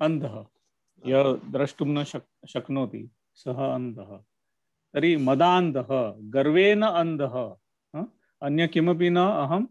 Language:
Sanskrit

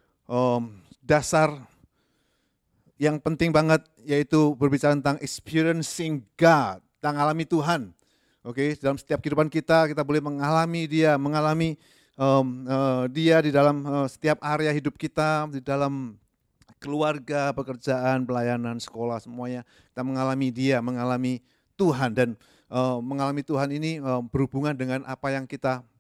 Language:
Indonesian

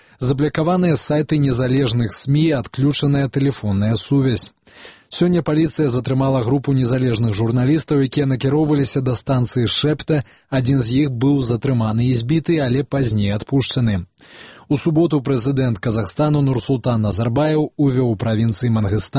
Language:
Belarusian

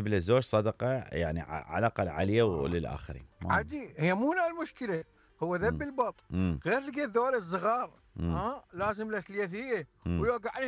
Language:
Mesopotamian Arabic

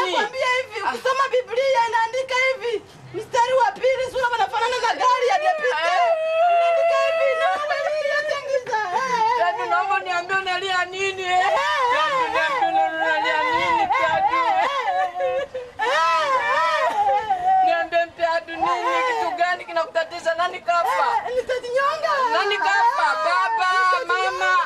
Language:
Swahili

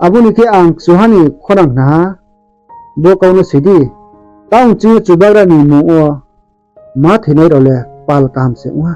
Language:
Riang (India)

